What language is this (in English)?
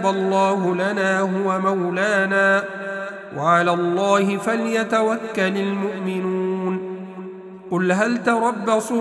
Arabic